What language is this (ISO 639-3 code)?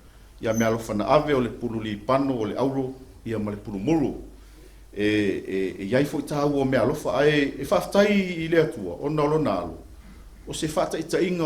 smo